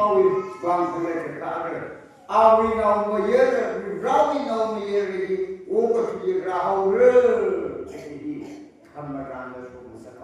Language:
Tangkhul Naga (India)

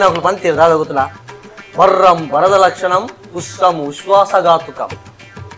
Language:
Tulu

